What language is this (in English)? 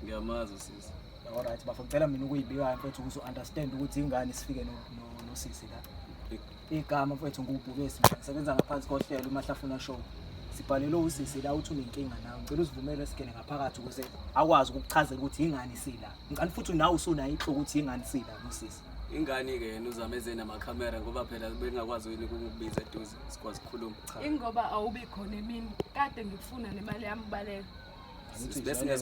Zulu